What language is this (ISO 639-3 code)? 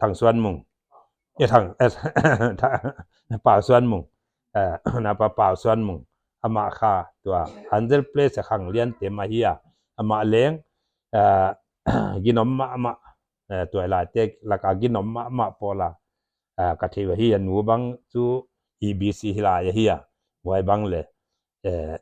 pck